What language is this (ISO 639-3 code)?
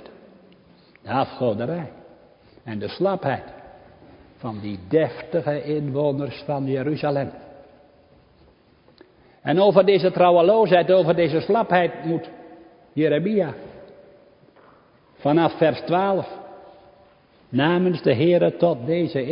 nld